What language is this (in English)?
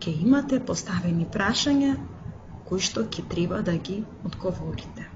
Macedonian